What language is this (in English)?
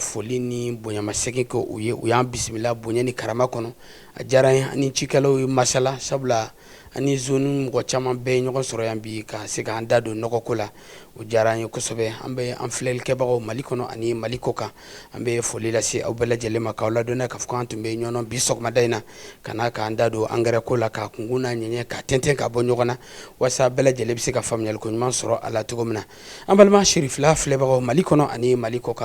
Bambara